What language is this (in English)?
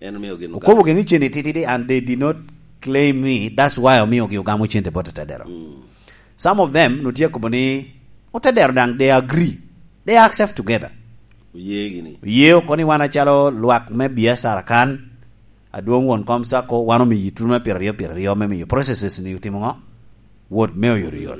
Lango (Uganda)